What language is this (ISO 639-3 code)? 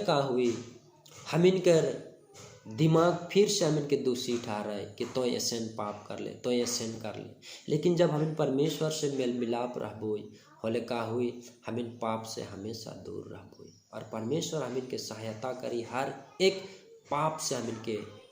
sck